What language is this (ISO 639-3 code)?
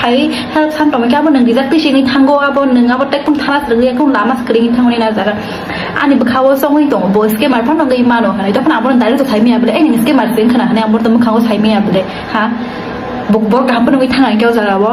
trp